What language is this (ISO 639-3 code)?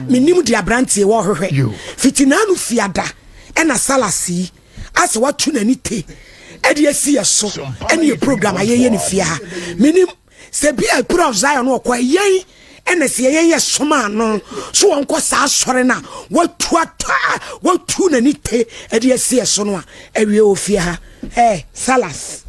aka